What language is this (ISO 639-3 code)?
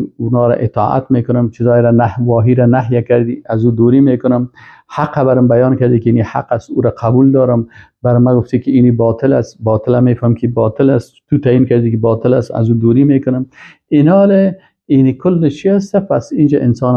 fas